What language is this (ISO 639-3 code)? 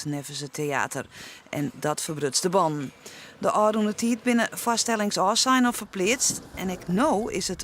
fry